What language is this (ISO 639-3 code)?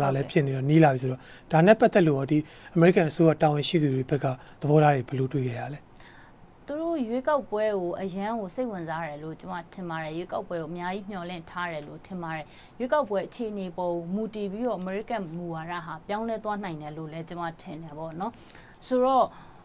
mya